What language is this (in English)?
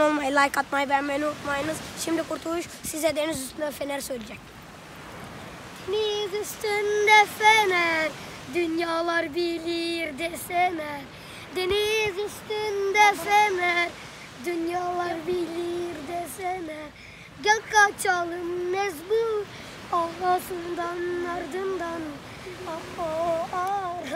Turkish